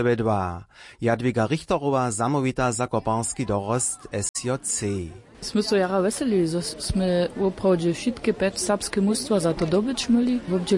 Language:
Upper Sorbian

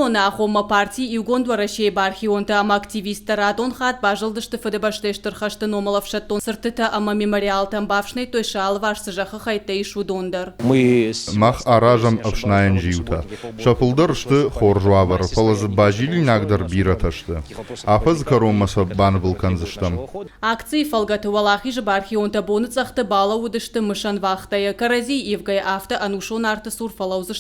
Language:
Ossetic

